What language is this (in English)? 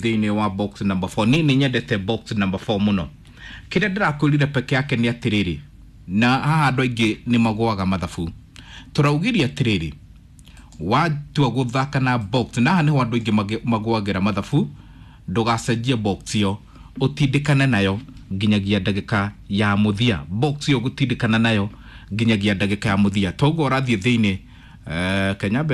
Kikuyu